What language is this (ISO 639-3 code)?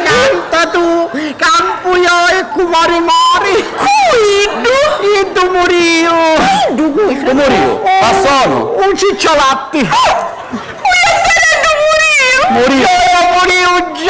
scn